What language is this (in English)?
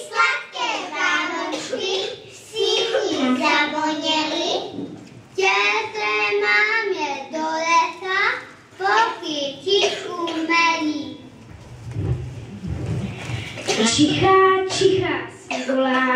Czech